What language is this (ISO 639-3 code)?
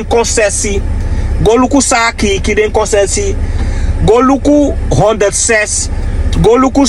srn